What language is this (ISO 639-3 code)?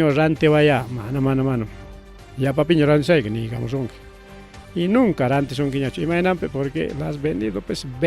quy